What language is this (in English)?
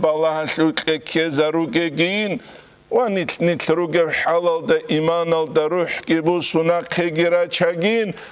Avaric